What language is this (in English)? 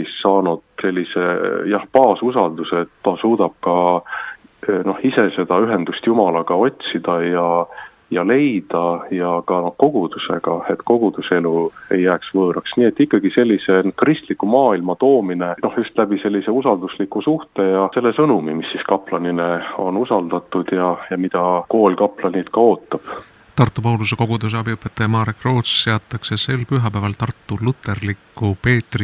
Estonian